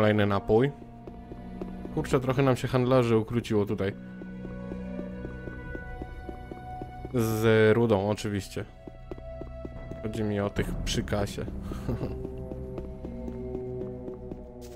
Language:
Polish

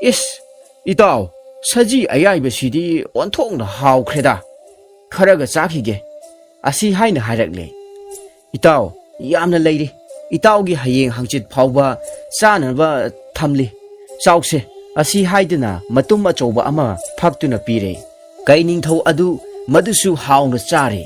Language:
Manipuri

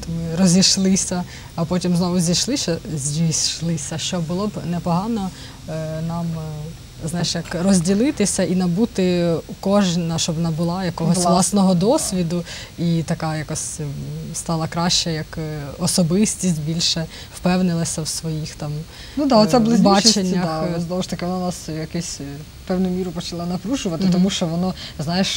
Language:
Ukrainian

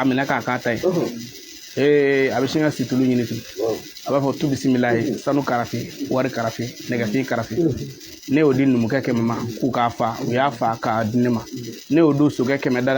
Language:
Bambara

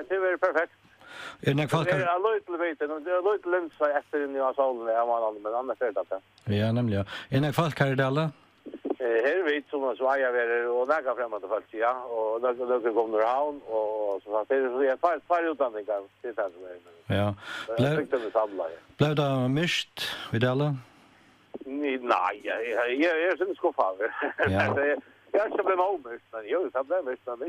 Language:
Faroese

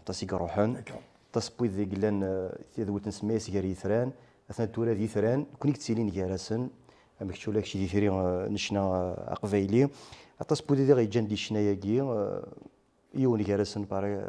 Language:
Kabyle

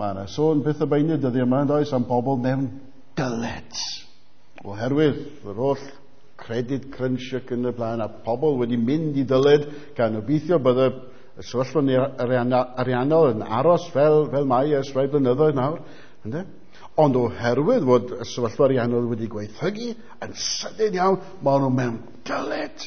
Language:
Welsh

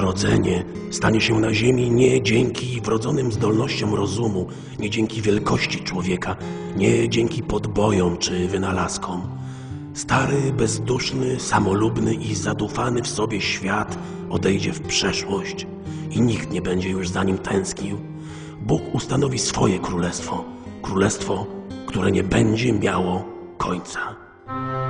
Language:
Polish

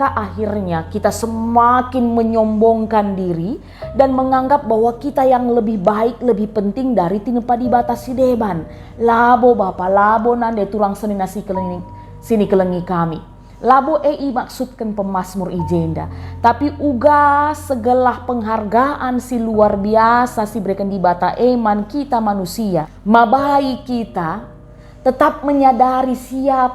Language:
Batak Karo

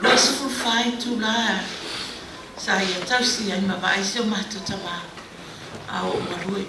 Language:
Samoan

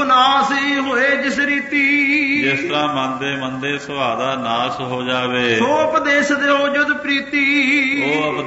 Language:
Punjabi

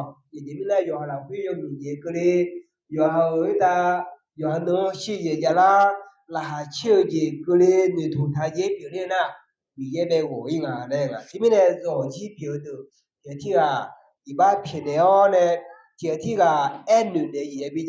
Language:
Akha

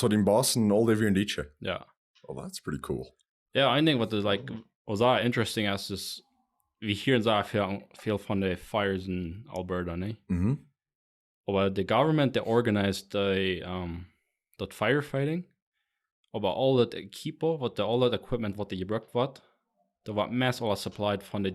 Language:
Plautdietsch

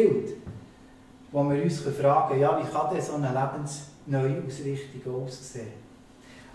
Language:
Swiss German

